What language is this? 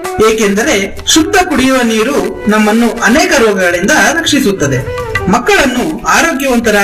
Kannada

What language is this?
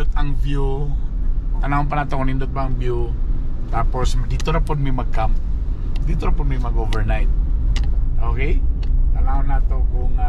Cebuano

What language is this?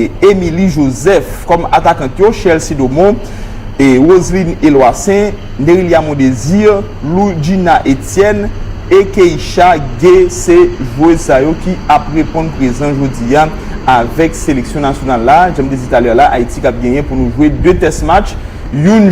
Haitian Creole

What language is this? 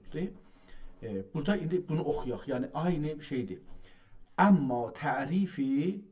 South Azerbaijani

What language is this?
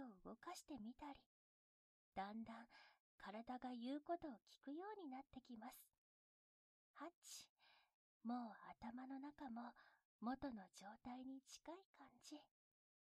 Japanese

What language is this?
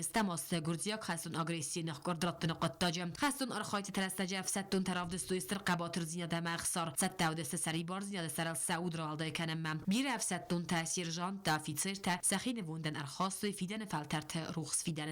Ossetic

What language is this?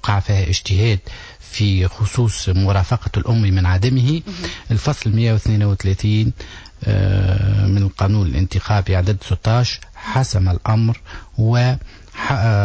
Tunisian Arabic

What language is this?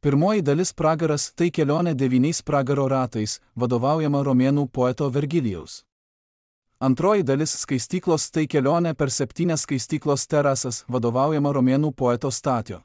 Lithuanian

